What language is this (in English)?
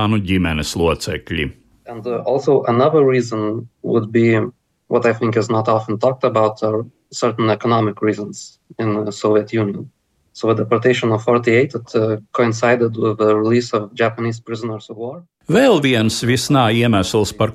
Latvian